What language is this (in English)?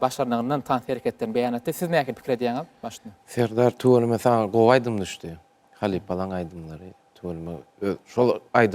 Turkmen